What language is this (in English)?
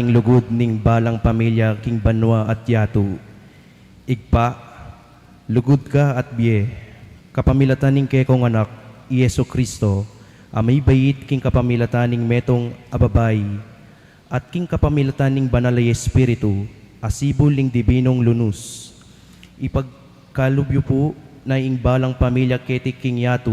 Pampanga